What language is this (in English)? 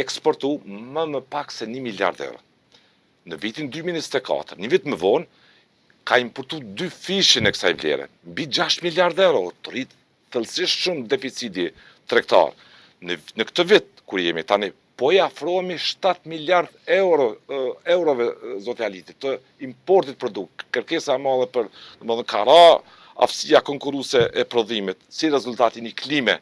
Albanian